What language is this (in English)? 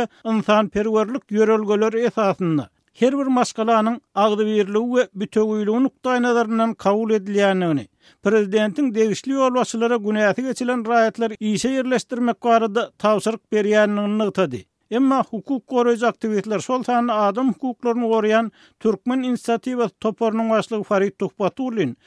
Turkmen